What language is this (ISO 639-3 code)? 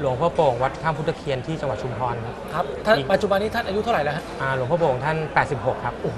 tha